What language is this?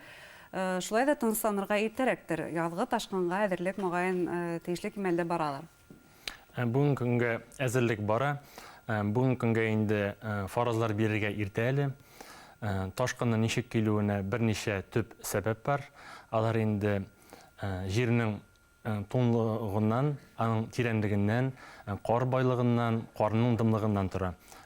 Bashkir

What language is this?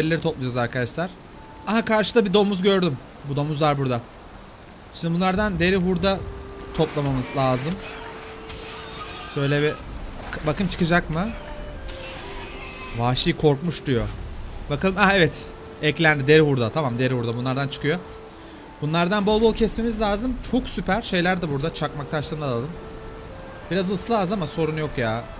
Turkish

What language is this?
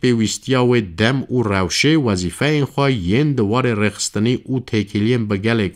Kurdish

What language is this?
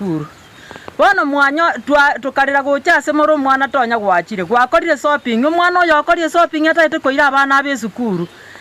Gusii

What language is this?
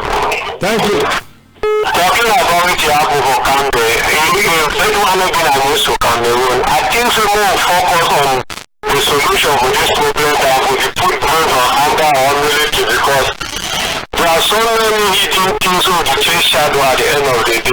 Cameroon Pidgin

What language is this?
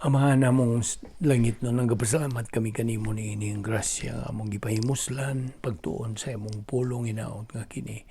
Cebuano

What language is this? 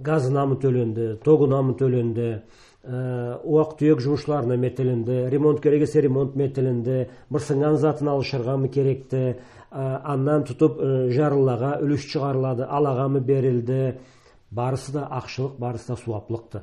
Karachay-Balkar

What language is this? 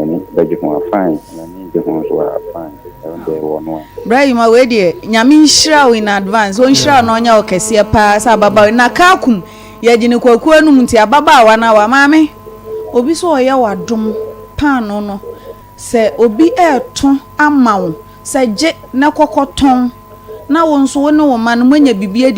Akan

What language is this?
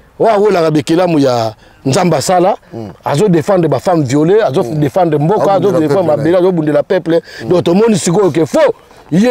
Lingala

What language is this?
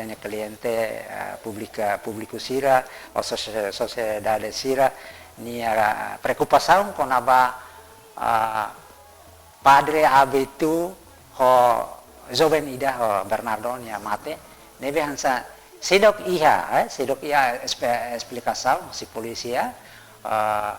Tetum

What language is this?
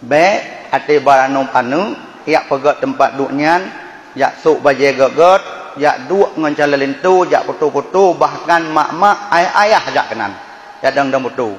Achinese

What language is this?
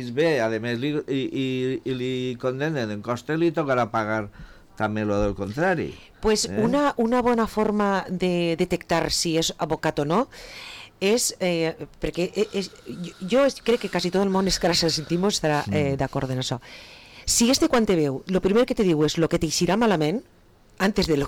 Catalan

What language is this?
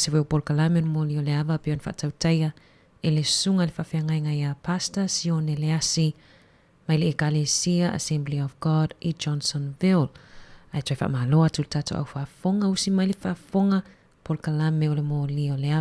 Samoan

